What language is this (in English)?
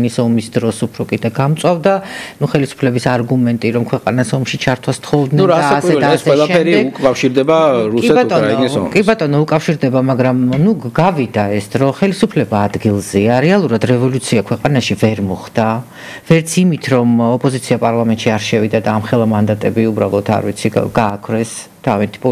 Georgian